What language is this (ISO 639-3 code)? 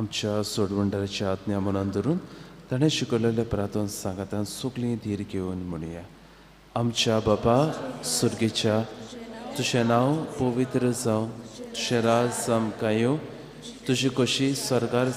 kok